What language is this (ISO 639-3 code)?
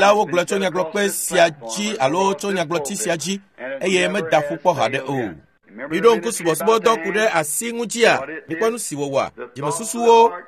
ewe